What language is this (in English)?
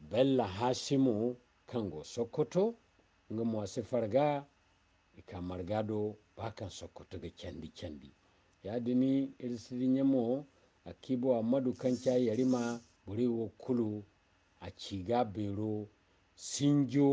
Zarma